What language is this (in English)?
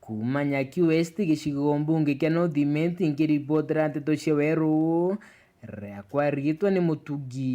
Meru